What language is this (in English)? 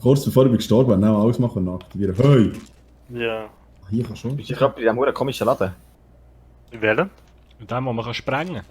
Swiss German